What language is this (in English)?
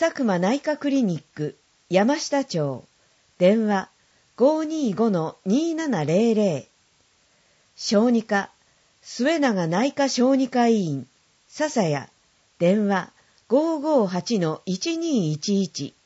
Japanese